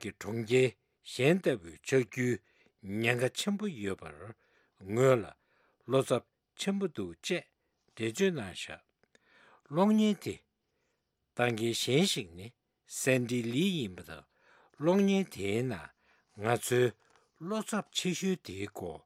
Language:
Tibetan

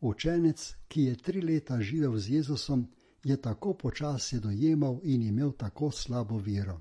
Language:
Slovenian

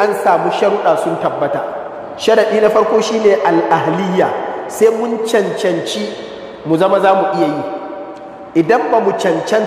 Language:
Hausa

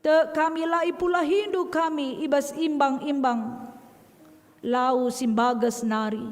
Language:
Batak Karo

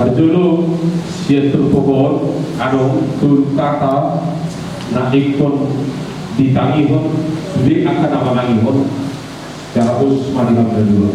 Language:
Batak Toba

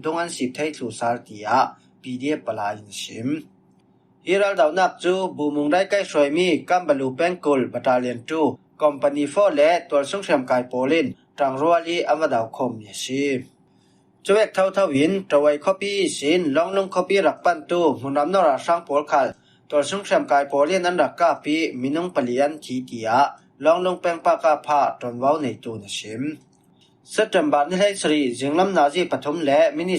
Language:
Falam Chin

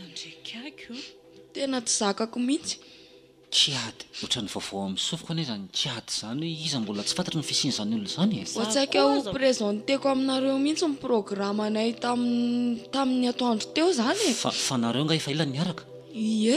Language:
Malagasy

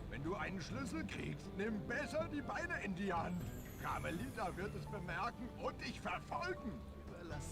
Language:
Swiss German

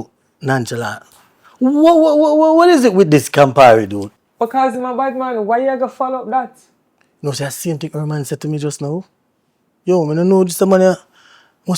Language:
Jamaican Creole English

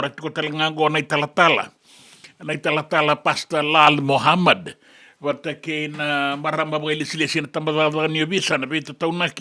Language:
Fijian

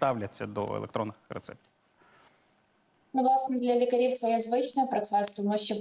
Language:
Ukrainian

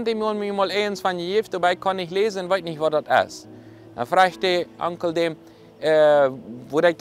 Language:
Plautdietsch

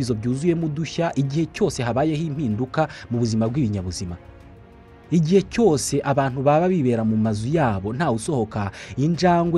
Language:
Kinyarwanda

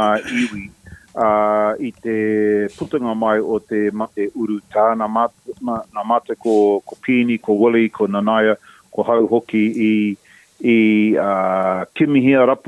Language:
Māori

